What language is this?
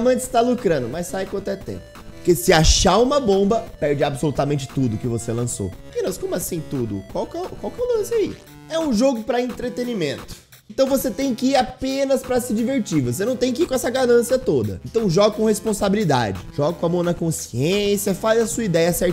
Portuguese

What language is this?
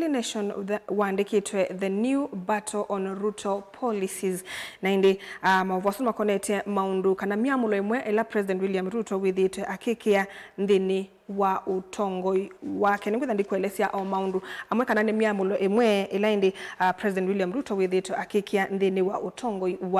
Kamba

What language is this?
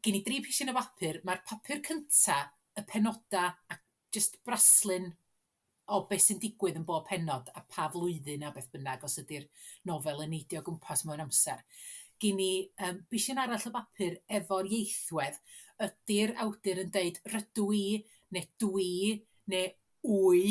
Welsh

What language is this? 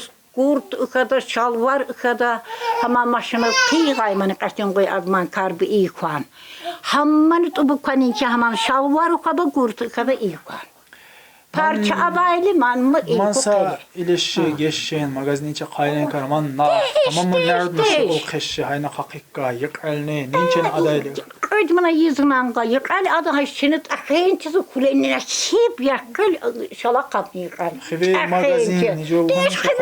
Tsakhur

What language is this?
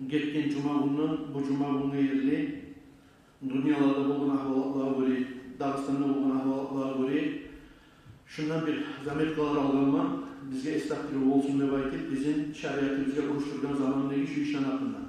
Kumyk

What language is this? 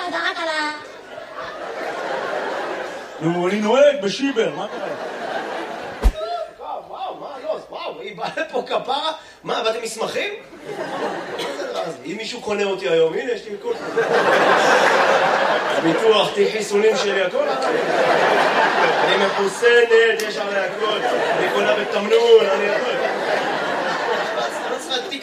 Hebrew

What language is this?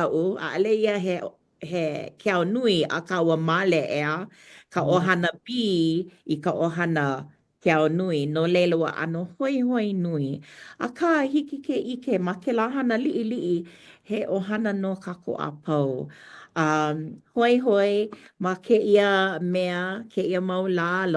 Hawaiian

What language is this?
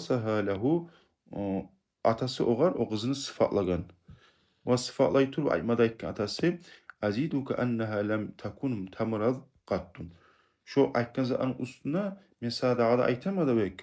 Kumyk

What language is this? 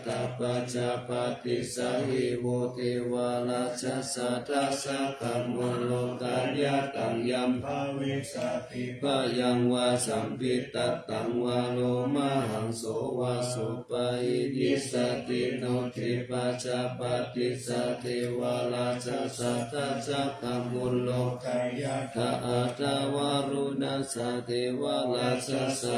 Pali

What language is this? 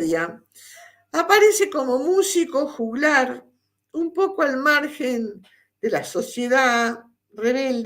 Ladino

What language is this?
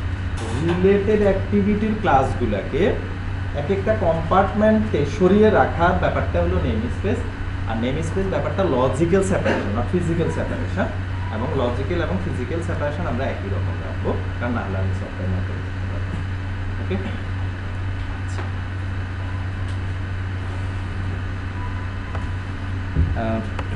Bangla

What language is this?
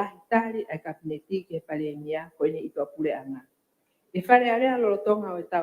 Tongan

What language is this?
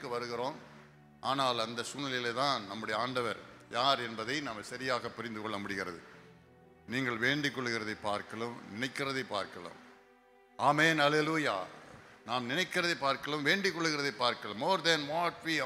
Tamil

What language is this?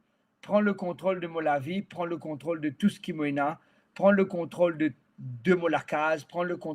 Morisyen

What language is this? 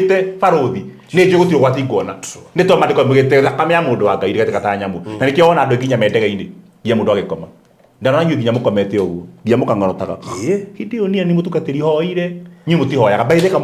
Kikuyu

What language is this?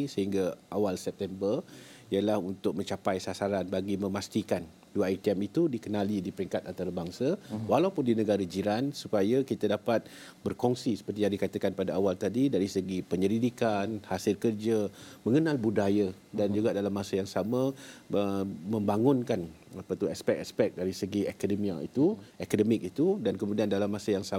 Malay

